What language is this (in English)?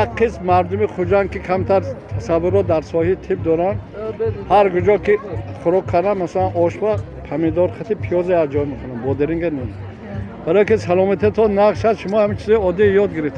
Tajik